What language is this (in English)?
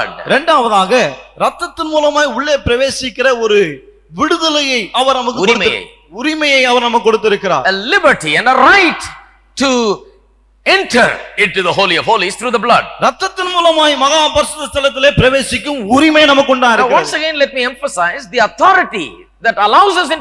Tamil